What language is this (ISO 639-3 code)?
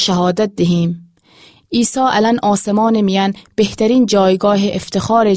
glk